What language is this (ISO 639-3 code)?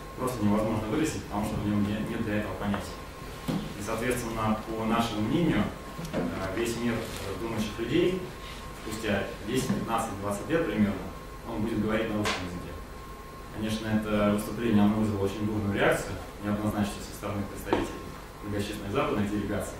rus